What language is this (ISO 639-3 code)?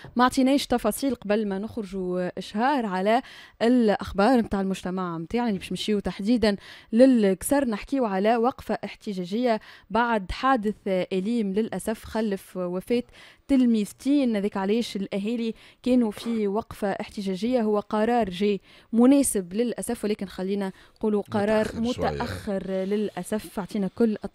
aeb